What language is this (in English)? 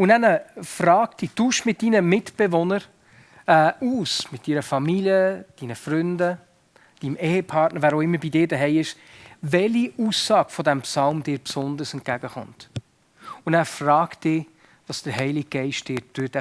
Swiss German